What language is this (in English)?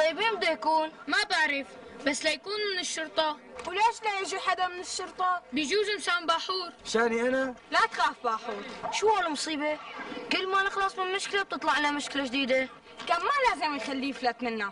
North Levantine Arabic